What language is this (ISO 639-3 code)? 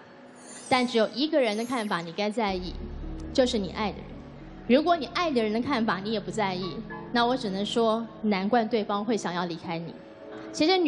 zho